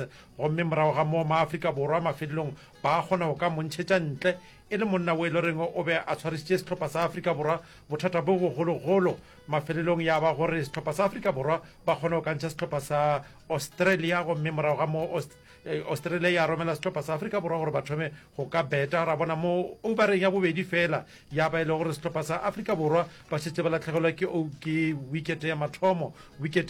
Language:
Northern Sotho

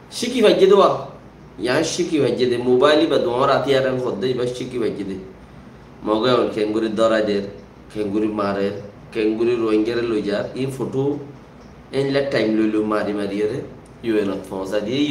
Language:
Rohingya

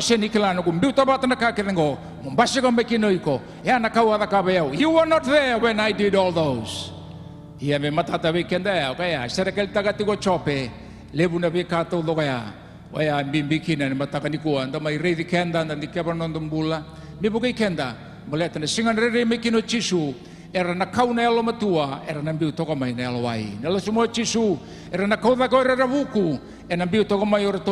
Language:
Fijian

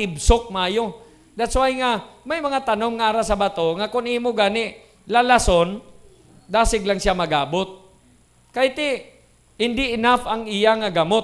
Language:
Hiligaynon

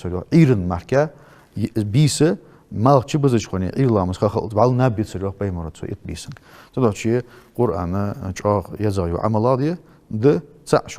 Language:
Ingush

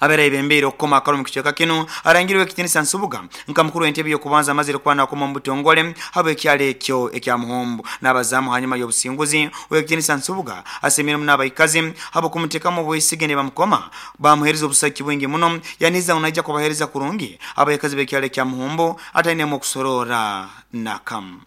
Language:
Nyoro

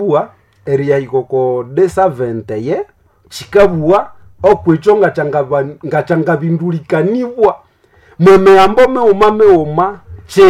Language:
Nande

